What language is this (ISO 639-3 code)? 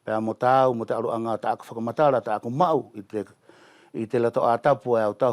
wls